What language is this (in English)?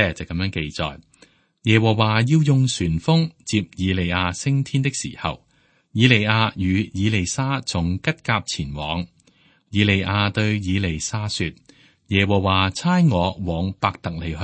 Cantonese